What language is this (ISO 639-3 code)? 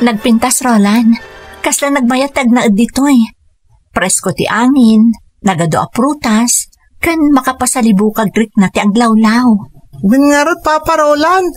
ilo